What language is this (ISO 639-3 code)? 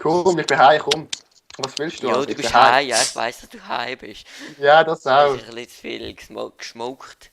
gsw